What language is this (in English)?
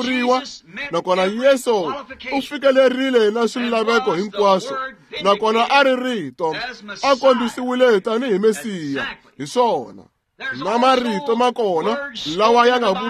Tsonga